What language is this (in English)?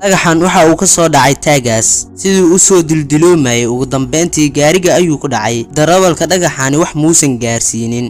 Somali